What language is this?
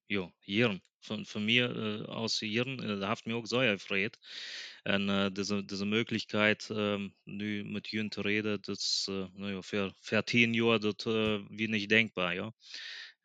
Plautdietsch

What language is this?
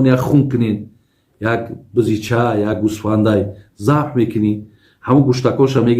Tajik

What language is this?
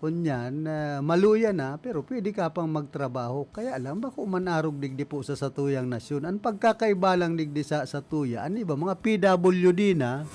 Bikol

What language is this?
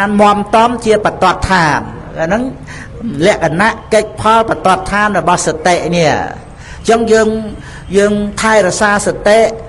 Khmer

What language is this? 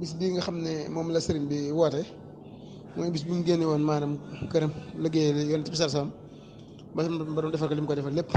Wolof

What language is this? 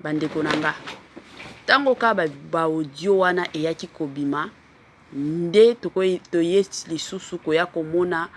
Lingala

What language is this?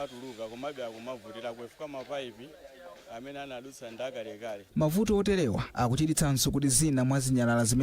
Nyanja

